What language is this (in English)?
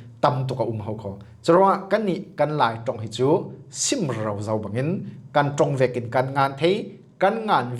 Falam Chin